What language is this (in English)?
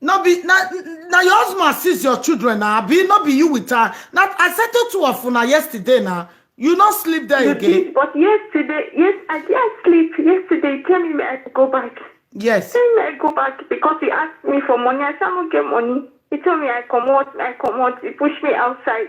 Nigerian Pidgin